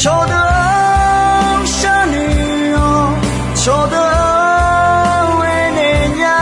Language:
Akha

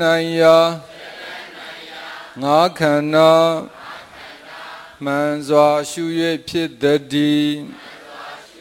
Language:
Burmese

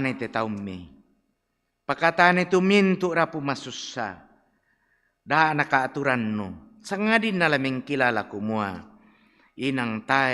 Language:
Toraja-Sa'dan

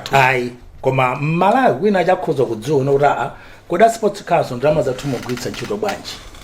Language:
Nyanja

